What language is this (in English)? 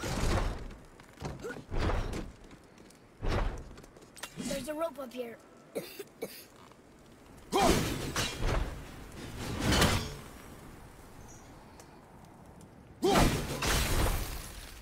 English